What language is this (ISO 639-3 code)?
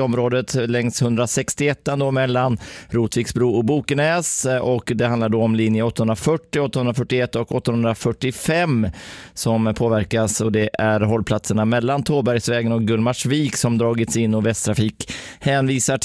swe